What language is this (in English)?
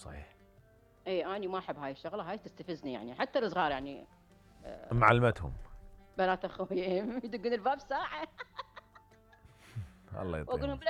Mesopotamian Arabic